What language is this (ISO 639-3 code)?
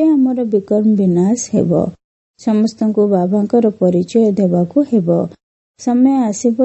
ori